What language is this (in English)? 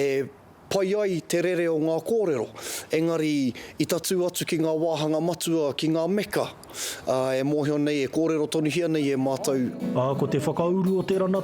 Māori